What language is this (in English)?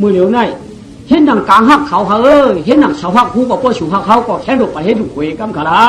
Shan